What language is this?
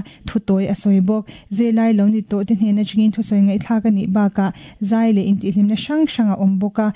Mizo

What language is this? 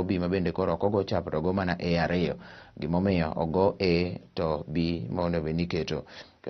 Luo (Kenya and Tanzania)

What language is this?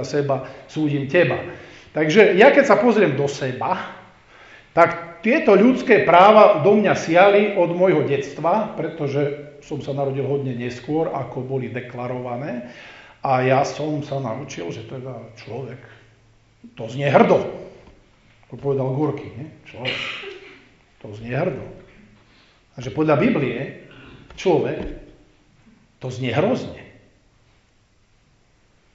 Slovak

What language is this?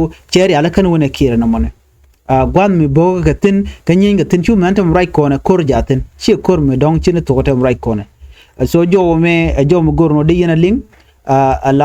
Nuer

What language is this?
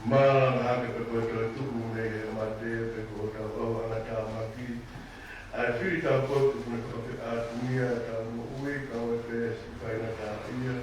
Tongan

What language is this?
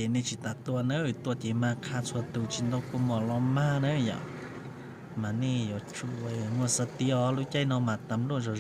Hmong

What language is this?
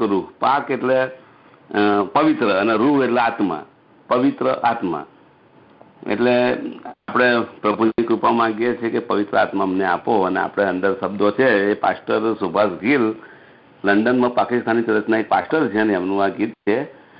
Gujarati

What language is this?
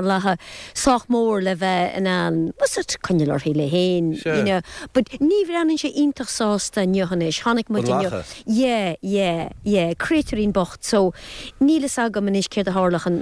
Irish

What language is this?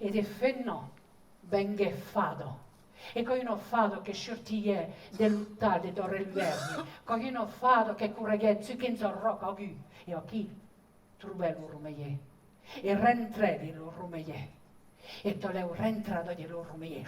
Occitan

